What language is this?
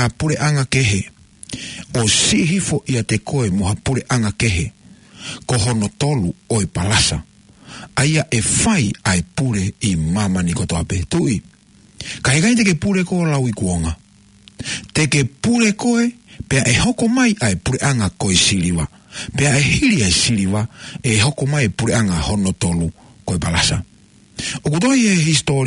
Tongan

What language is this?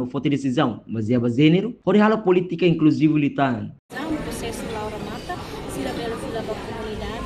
Tetum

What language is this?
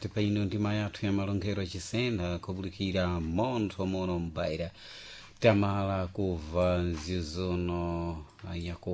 Sena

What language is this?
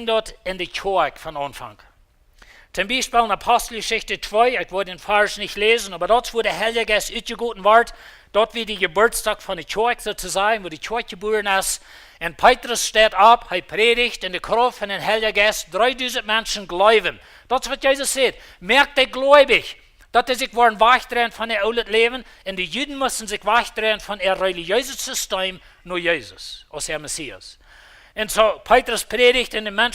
Plautdietsch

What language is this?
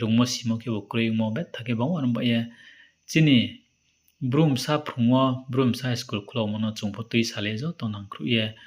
Riang (India)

